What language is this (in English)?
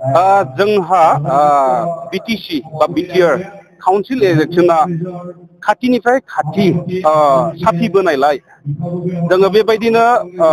Bodo